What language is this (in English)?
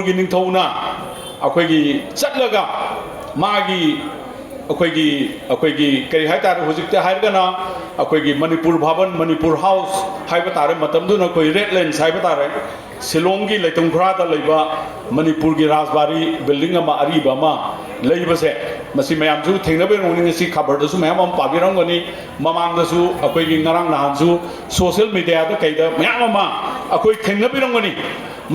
Manipuri